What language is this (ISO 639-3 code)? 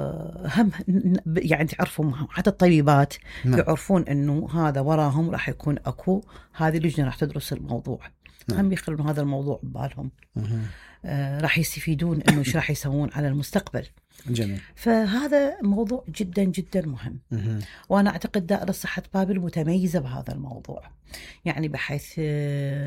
acm